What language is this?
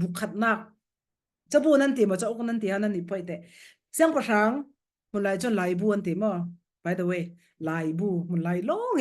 Falam Chin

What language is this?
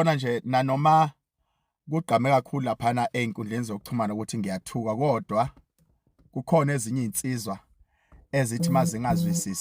Zulu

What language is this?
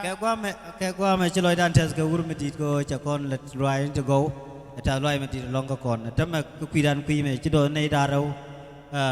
Nuer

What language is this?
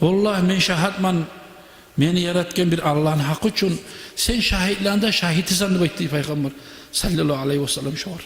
Kumyk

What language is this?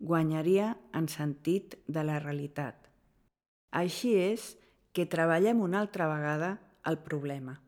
Catalan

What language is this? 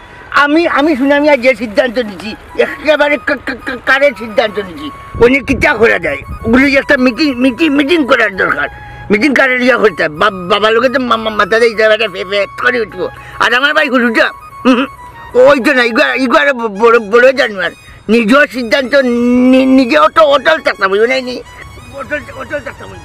Sylheti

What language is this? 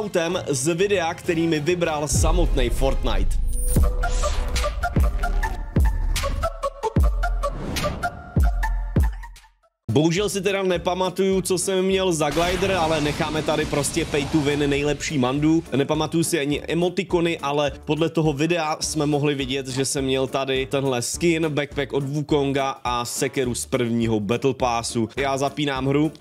Czech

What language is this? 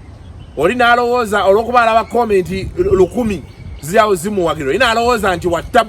Ganda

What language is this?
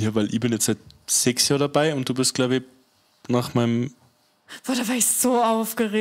Bavarian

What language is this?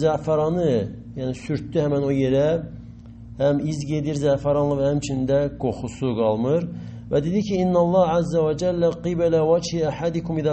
Azerbaijani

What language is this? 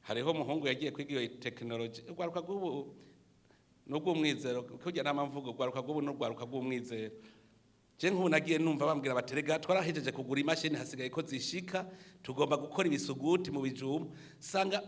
Rundi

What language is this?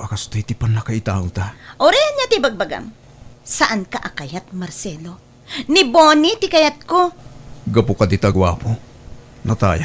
Iloko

